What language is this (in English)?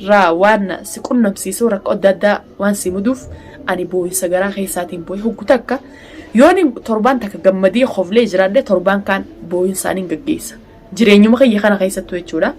Oromo